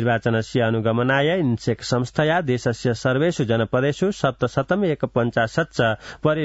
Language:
Sanskrit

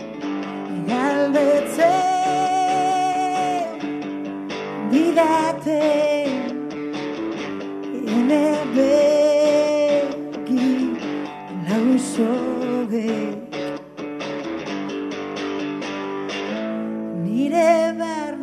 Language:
Basque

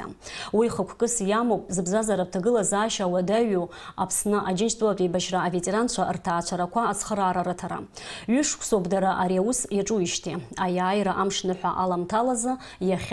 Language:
Abkhazian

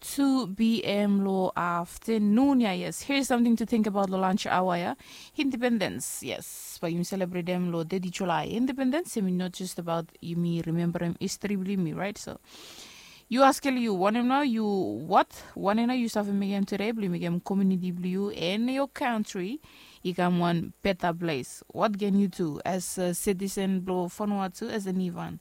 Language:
Bislama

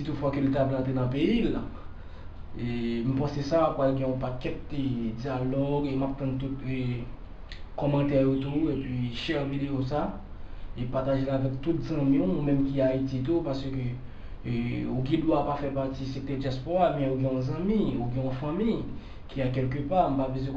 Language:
Haitian Creole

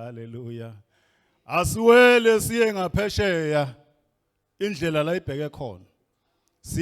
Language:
Zulu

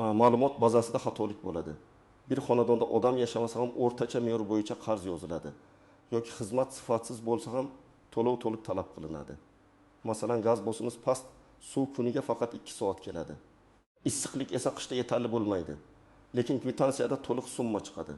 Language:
Uzbek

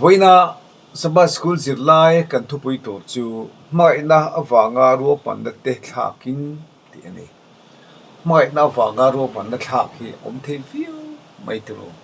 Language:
Mizo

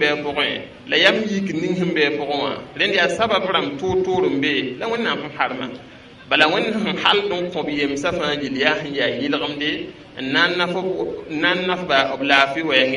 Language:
Mossi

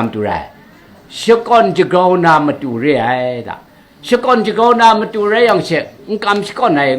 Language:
Kachin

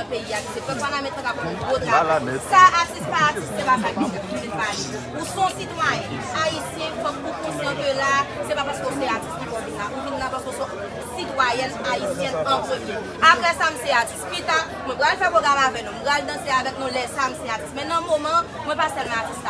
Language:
Haitian Creole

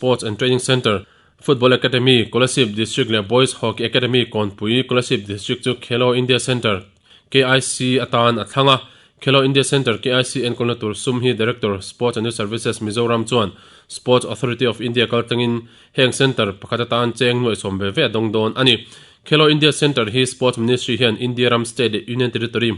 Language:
Mizo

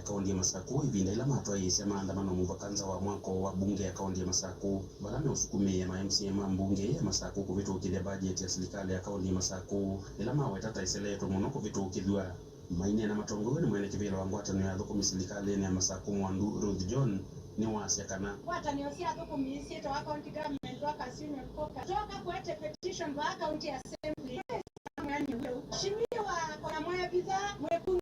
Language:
Kamba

